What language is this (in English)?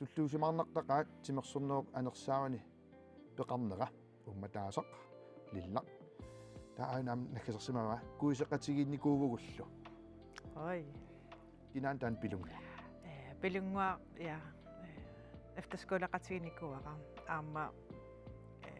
Kalaallisut